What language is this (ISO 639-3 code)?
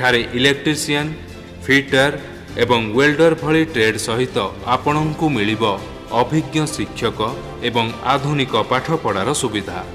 ori